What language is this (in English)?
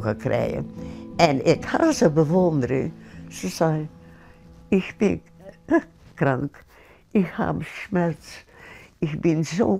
Western Frisian